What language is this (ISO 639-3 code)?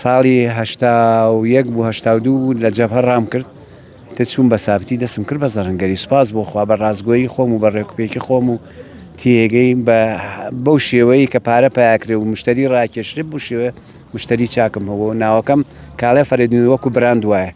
ckb